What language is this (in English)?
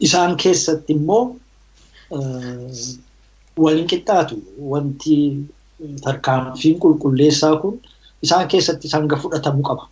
Oromo